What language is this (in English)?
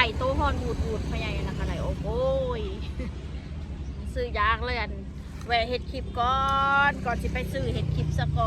Northeastern Thai